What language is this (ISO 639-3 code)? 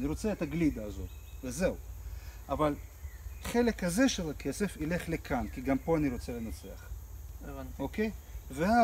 heb